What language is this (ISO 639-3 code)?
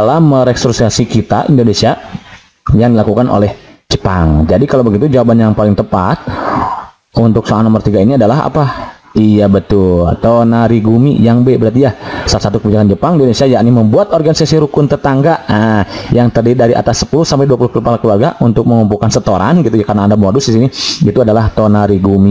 ind